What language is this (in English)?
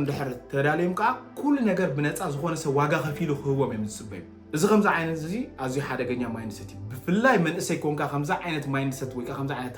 Tigrinya